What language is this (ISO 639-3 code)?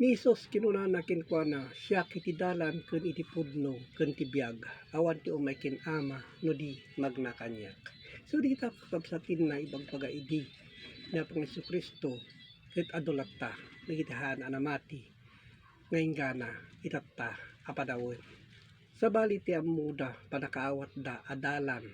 ilo